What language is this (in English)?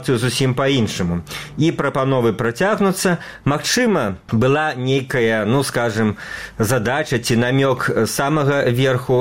Belarusian